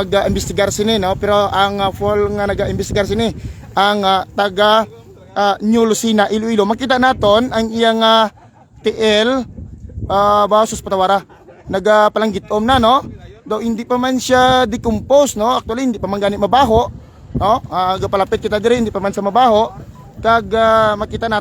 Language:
Hiligaynon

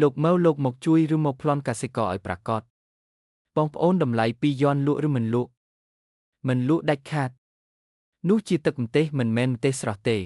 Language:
Khmer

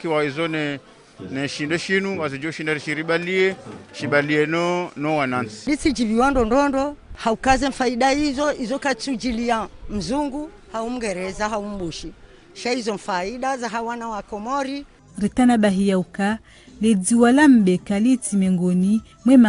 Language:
Ngazidja Comorian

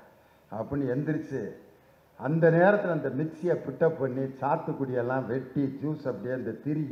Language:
Tamil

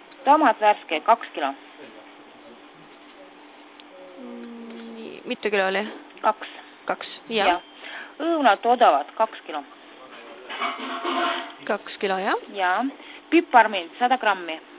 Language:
Estonian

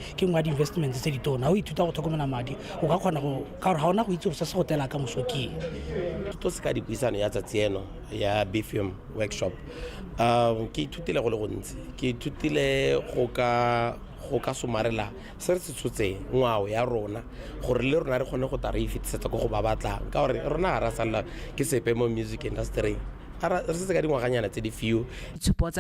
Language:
Tswana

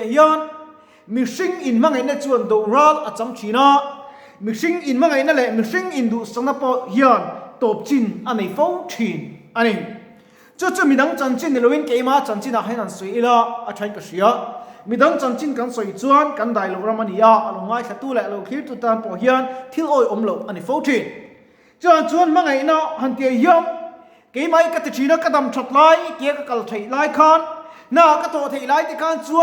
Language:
Mizo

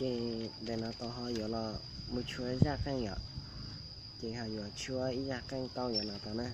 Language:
Hmong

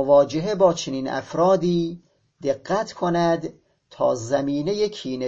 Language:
Persian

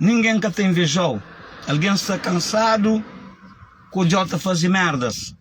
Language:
Kabuverdianu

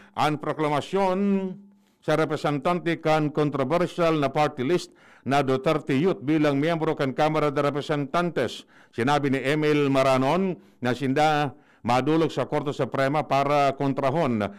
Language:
Bikol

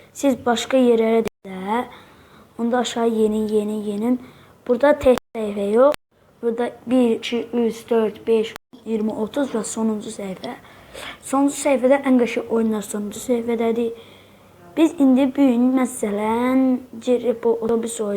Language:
Azerbaijani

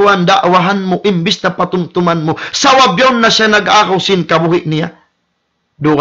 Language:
Tausug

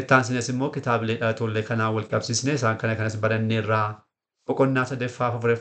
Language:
Oromo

